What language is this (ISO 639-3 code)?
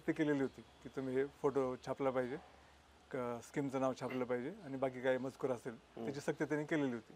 mar